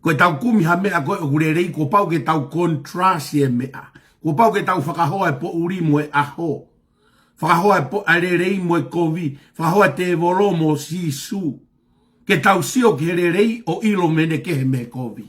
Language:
Tongan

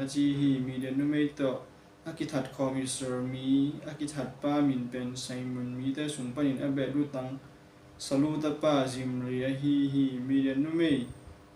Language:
Tedim Chin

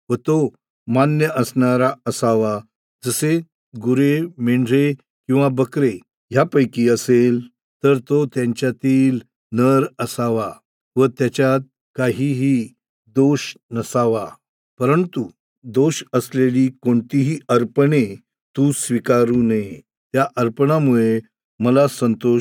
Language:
Marathi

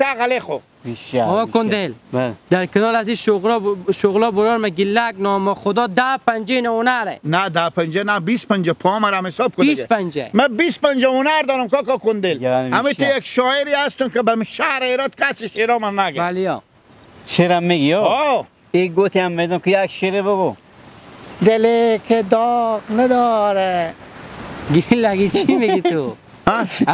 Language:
Hazaragi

